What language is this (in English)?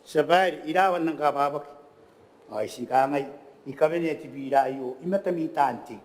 Gilbertese